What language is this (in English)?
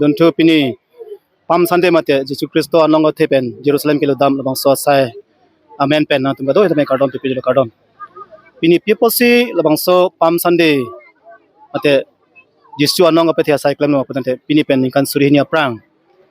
Karbi